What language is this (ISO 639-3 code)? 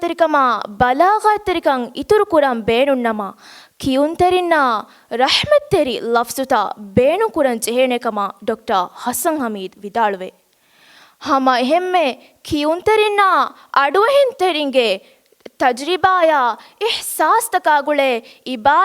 div